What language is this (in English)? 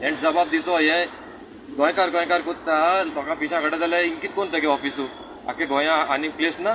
Konkani